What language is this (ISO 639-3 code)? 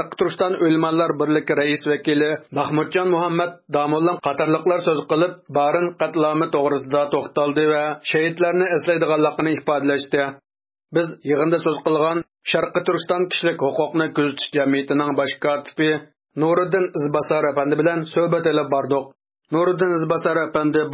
uig